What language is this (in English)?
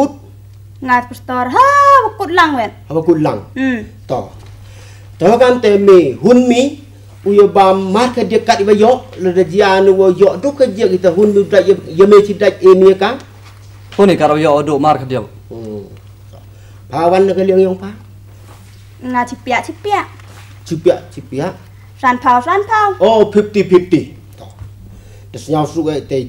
Khasi